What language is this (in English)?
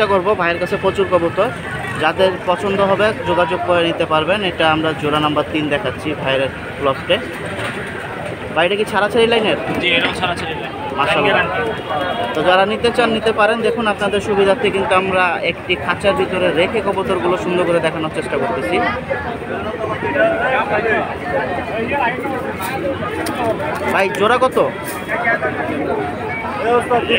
Bangla